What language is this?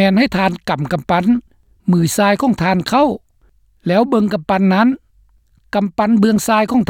Lao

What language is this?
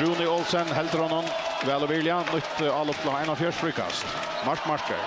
Faroese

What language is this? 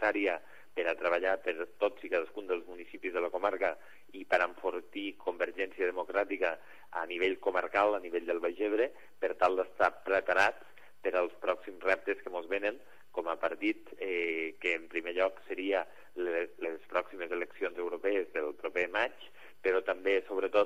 Catalan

